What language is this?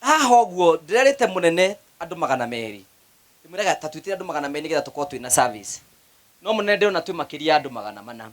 Kikuyu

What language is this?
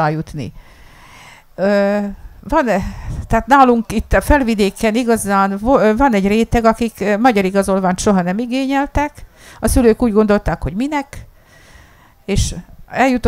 Hungarian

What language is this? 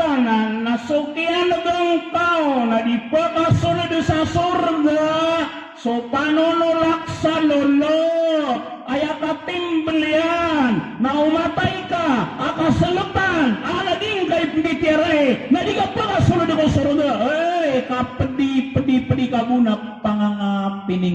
Maranao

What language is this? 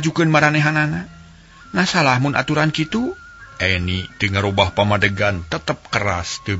Sundanese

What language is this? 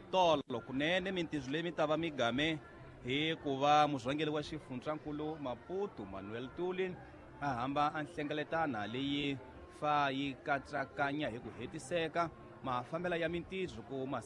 Tsonga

